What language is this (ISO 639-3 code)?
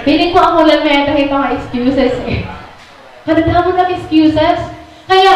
war